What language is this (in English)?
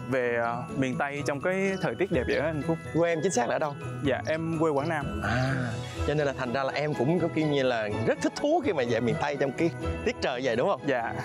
Vietnamese